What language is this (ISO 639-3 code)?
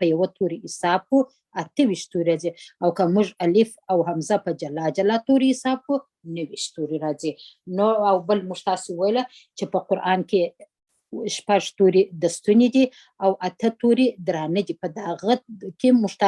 pus